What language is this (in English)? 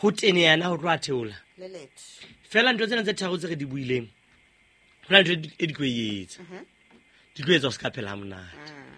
Southern Sotho